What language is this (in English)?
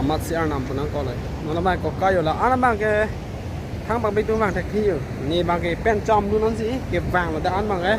Karbi